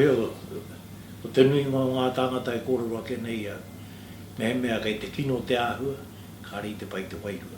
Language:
Māori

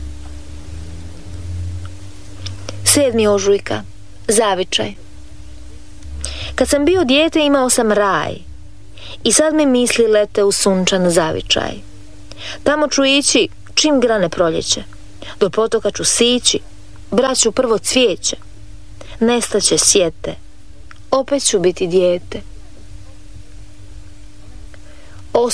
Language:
Croatian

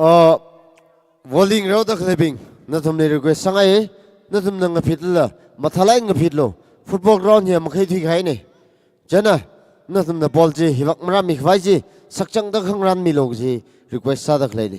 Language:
Tangkhul Naga (India)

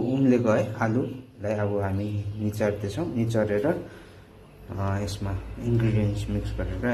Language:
Nepali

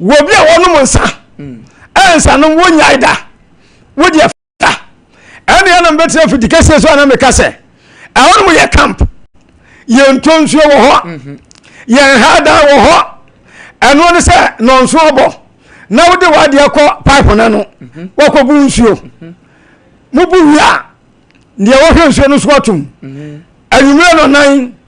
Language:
Akan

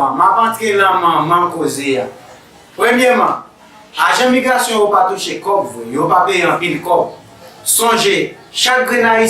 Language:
Haitian Creole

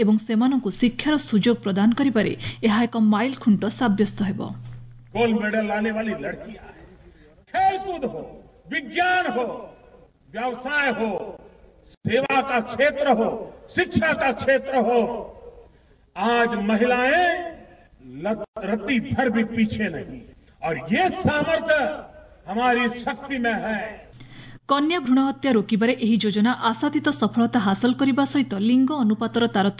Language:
Odia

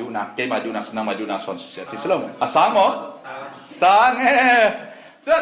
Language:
Falam Chin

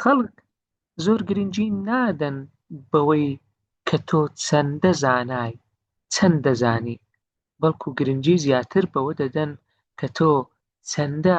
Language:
Central Kurdish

